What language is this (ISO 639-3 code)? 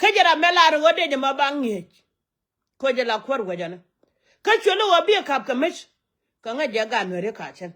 nus